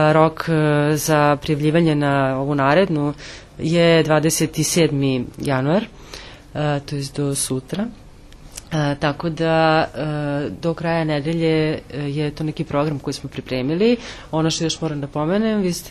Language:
Serbian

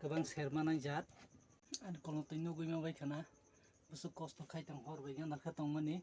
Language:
Kok Borok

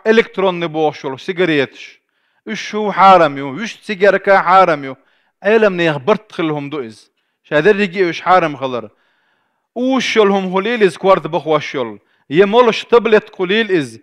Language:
Chechen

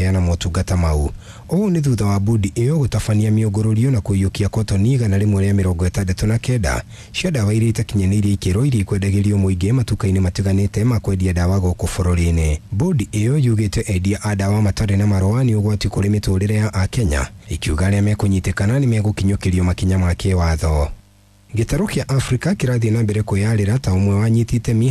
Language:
Kikuyu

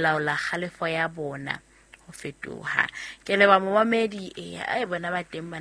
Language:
Southern Sotho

